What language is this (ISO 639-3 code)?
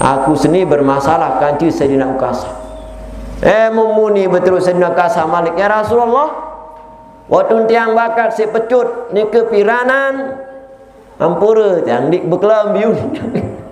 sas